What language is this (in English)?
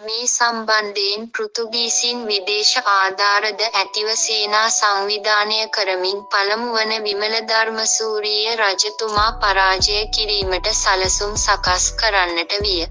Sinhala